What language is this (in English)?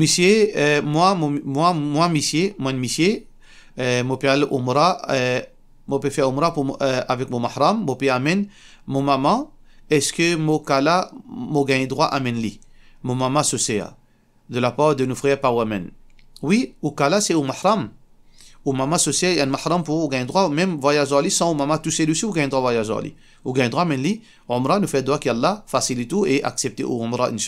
Morisyen